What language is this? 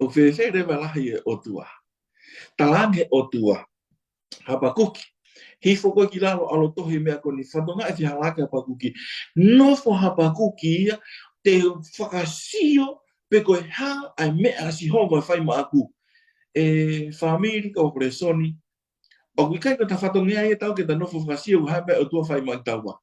Tongan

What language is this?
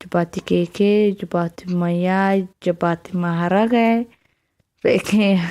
Somali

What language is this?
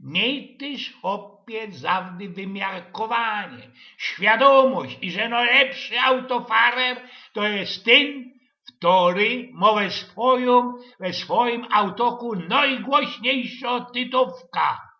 Silesian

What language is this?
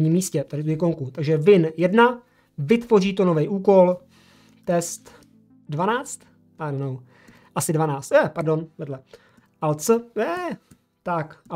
Czech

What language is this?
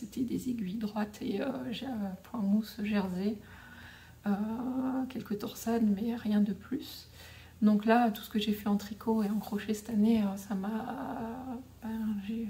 French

